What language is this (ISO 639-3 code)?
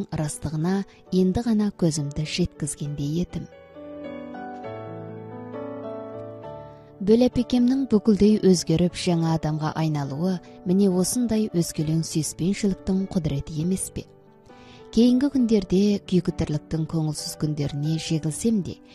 kaz